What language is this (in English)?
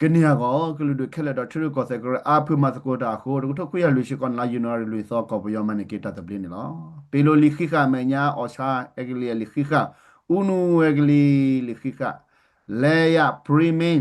S'gaw Karen